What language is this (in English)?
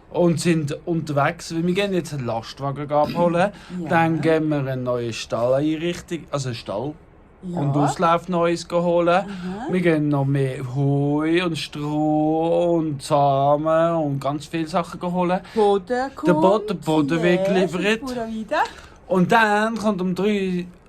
Swiss German